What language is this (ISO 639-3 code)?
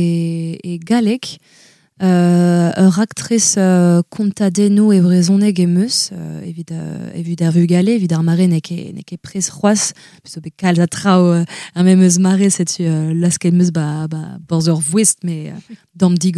bre